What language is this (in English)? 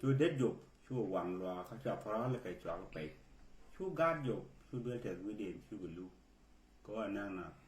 Nuer